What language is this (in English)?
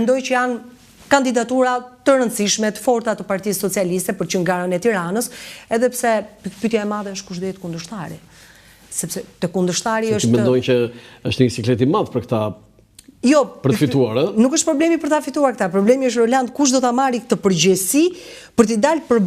Albanian